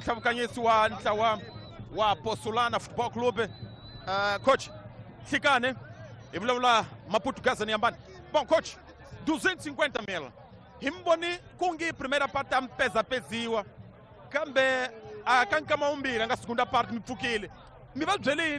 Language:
Tsonga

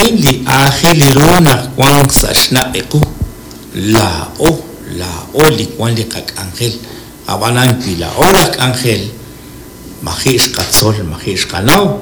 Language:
Kekchí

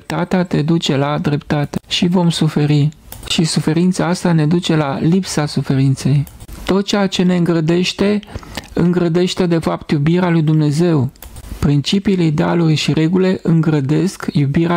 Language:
Romanian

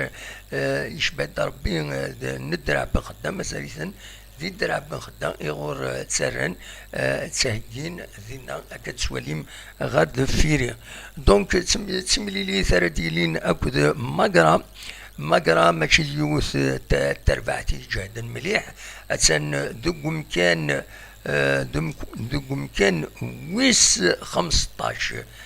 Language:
Kabyle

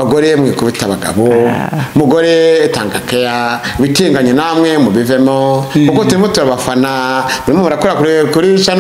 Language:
Kinyarwanda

